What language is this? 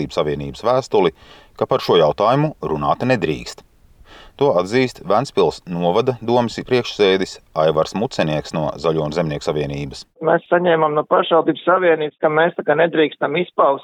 Latvian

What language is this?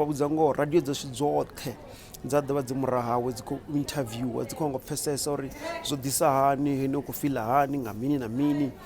Venda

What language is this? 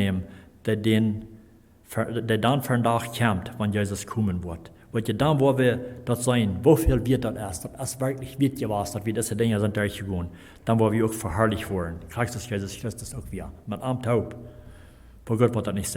Plautdietsch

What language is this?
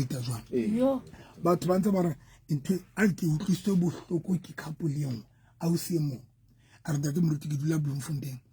Southern Sotho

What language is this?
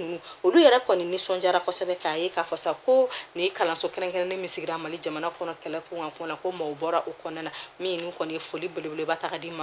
Bambara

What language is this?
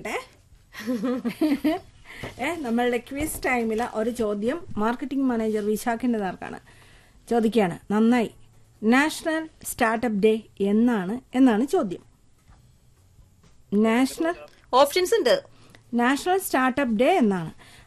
Malayalam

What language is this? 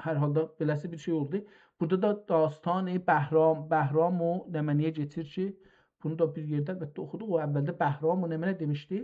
South Azerbaijani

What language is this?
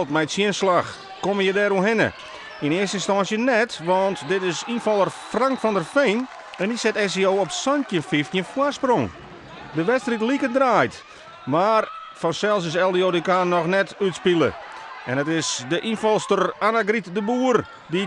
Western Frisian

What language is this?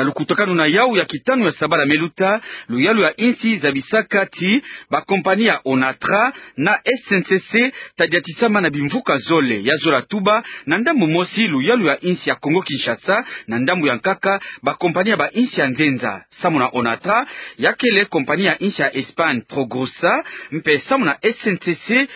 Kituba (Democratic Republic of Congo)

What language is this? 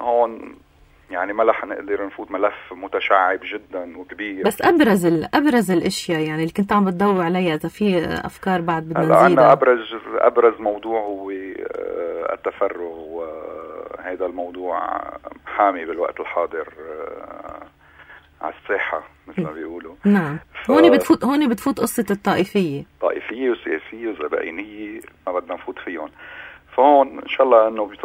North Levantine Arabic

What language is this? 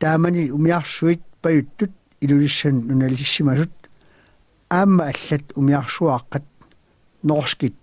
Kalaallisut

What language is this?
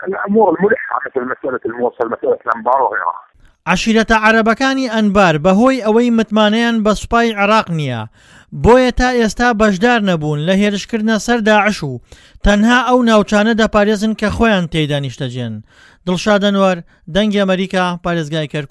Central Kurdish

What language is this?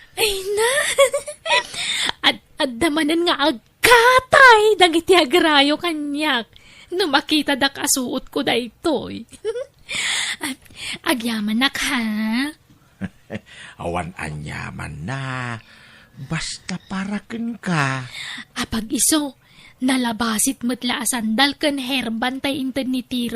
Iloko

